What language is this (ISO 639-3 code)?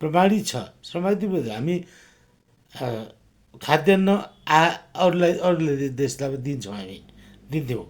nep